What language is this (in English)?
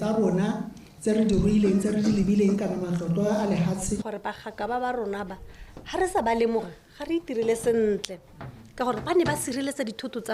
Tswana